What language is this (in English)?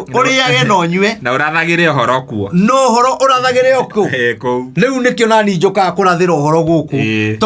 Kikuyu